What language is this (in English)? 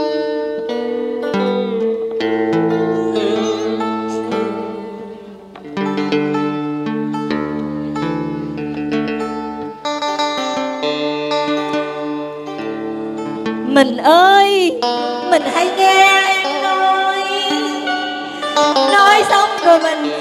Vietnamese